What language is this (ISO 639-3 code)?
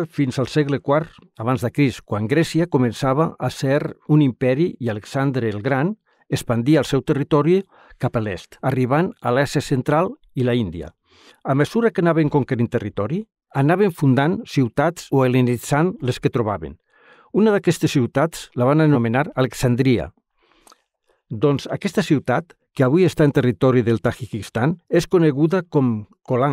cat